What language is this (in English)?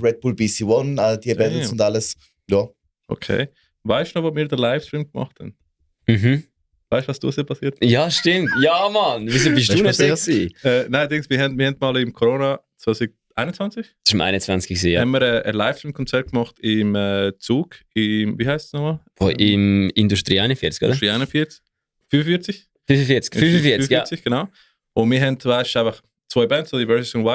Swiss German